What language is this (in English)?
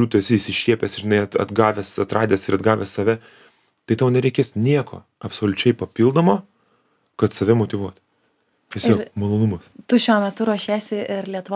Lithuanian